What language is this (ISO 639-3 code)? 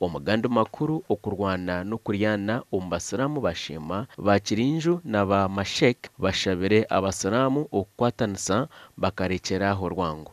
nyn